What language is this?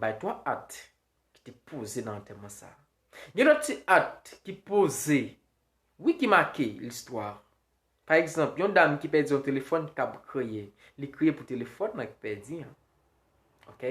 Haitian Creole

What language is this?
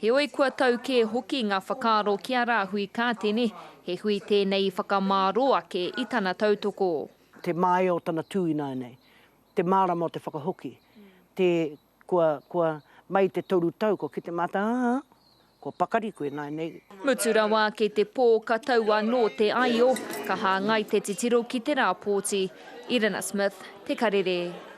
Māori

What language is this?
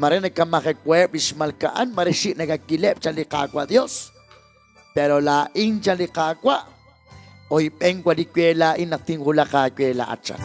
Kekchí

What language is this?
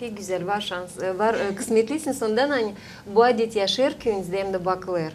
Gagauz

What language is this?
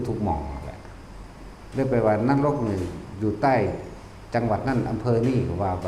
Lao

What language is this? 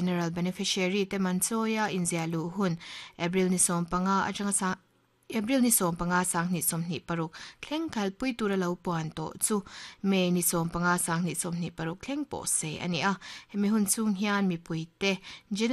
Mizo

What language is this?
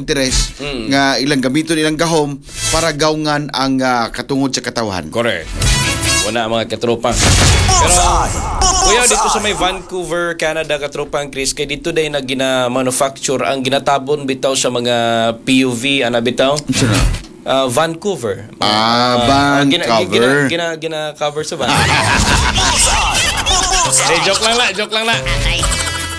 Cebuano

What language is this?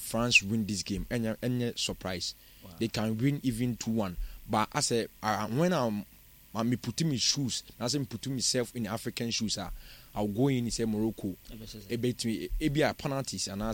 Akan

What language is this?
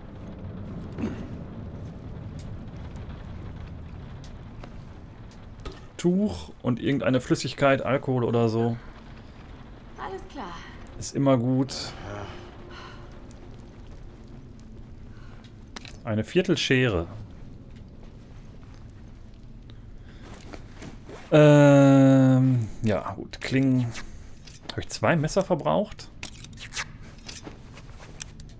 German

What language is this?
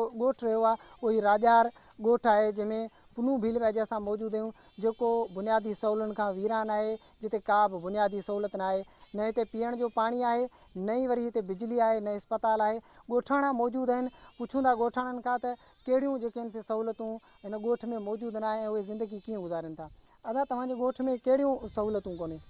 Sindhi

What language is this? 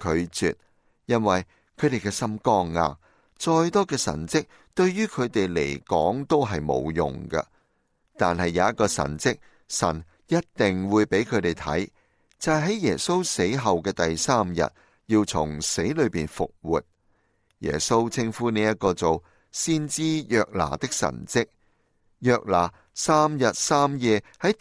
Cantonese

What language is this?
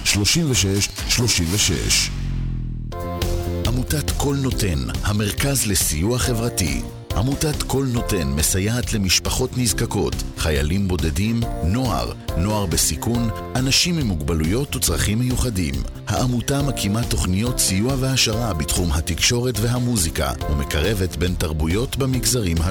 Hebrew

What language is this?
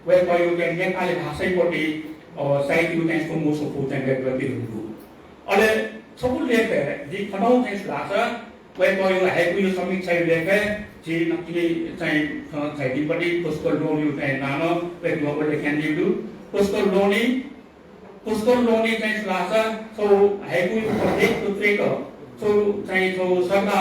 Newari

